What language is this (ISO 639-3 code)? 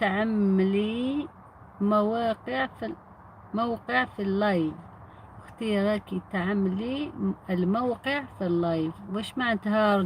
arq